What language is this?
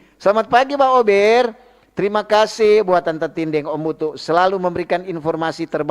Manado Malay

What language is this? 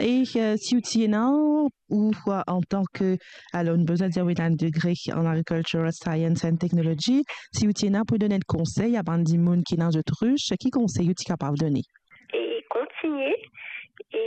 Morisyen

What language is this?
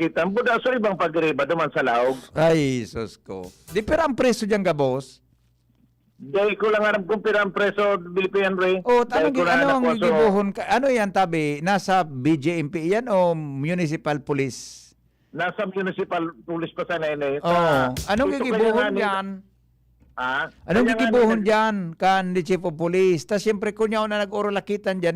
Bikol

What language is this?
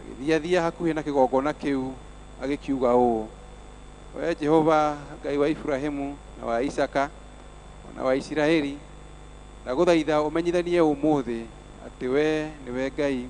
Kikuyu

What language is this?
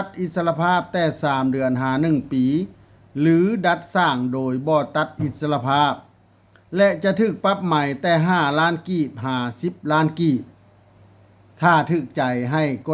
Lao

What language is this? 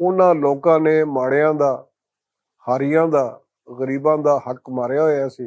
Western Panjabi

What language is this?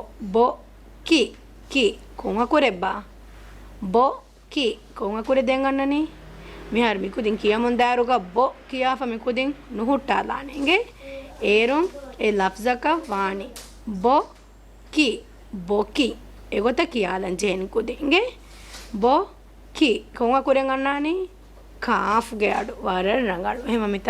Divehi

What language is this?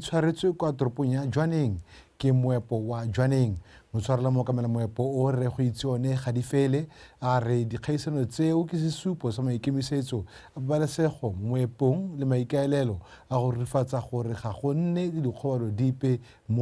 Tswana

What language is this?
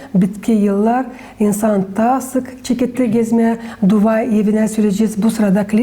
Gagauz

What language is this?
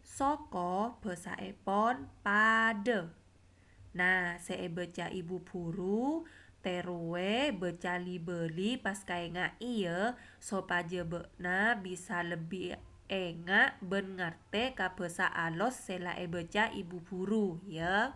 Madurese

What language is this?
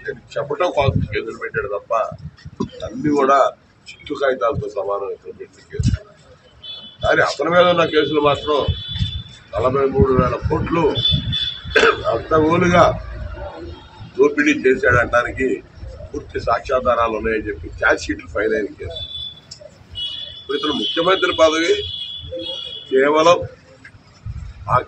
Telugu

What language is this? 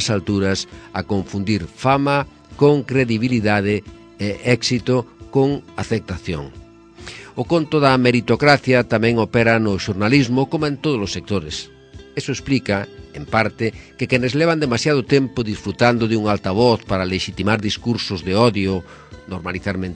Galician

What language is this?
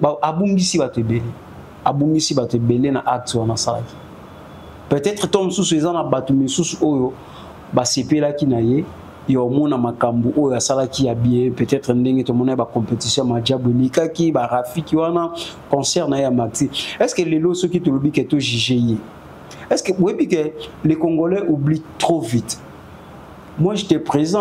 Lingala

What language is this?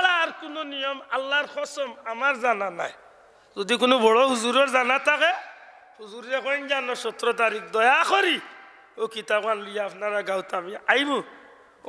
Sylheti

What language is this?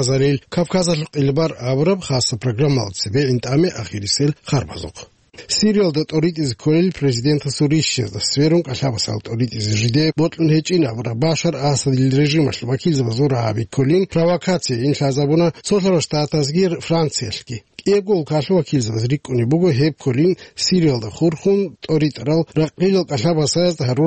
Avaric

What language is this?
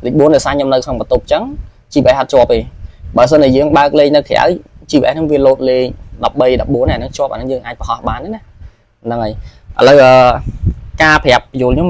Khmer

